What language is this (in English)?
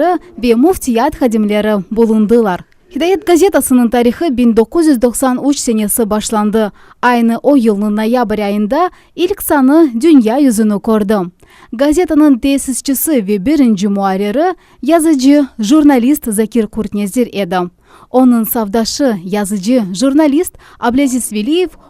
Crimean Tatar